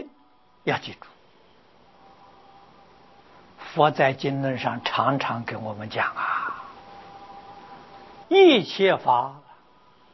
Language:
Chinese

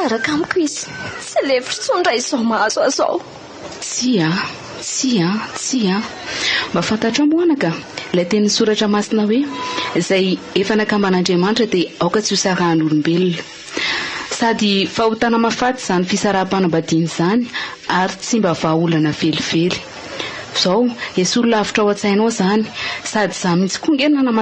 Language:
Malagasy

